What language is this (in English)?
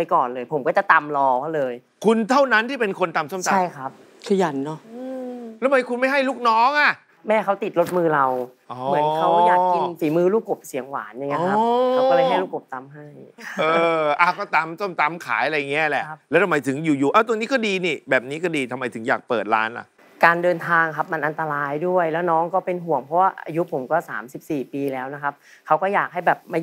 Thai